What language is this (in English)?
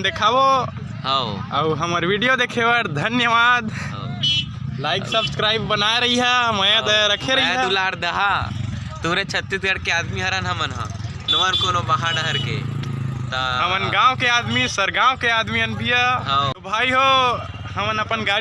Chhattisgarhi